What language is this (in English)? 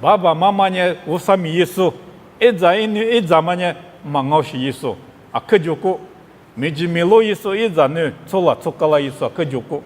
Lisu